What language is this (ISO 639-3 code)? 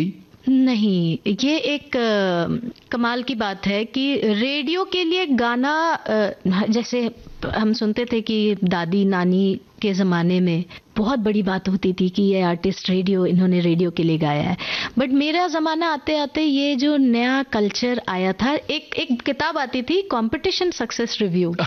hin